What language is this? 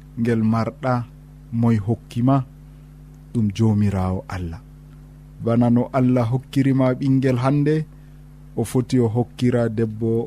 Nigerian Fulfulde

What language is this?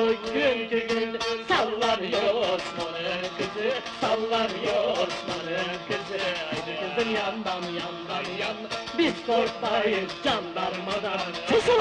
Turkish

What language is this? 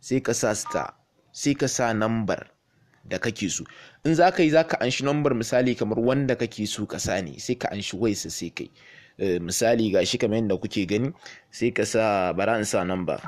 Hausa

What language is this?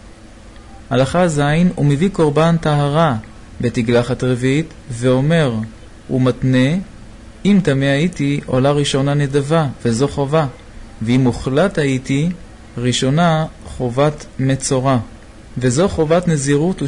Hebrew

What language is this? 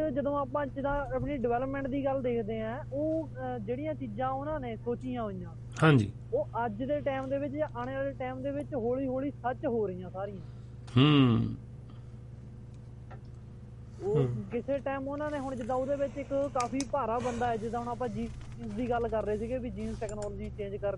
Punjabi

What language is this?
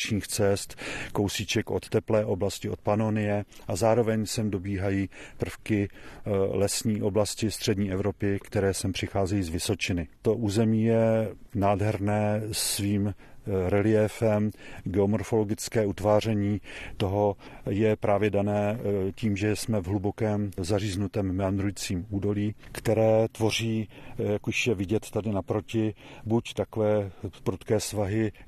Czech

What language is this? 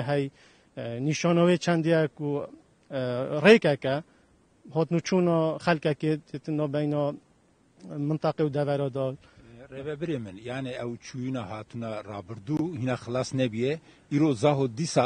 Kurdish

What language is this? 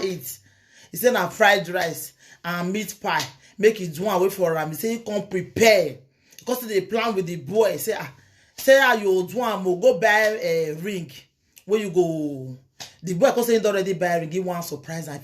Nigerian Pidgin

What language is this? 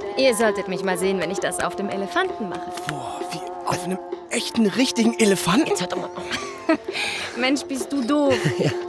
Swiss German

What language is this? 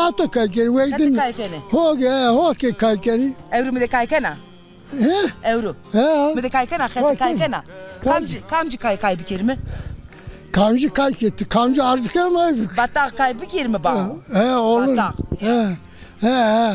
Zaza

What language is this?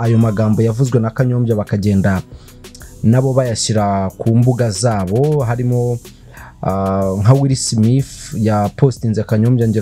Kinyarwanda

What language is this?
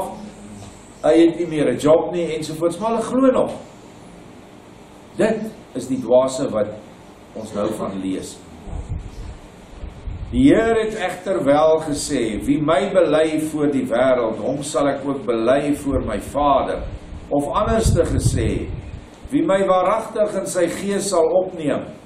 Afrikaans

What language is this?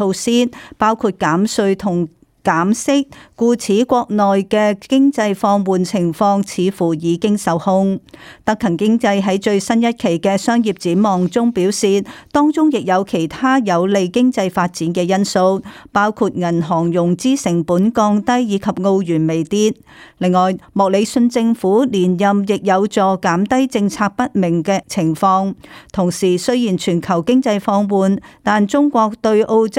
Cantonese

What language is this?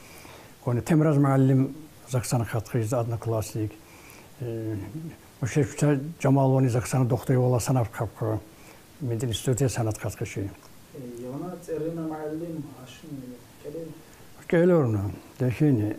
Tsakhur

